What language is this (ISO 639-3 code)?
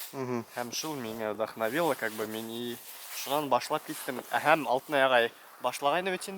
bak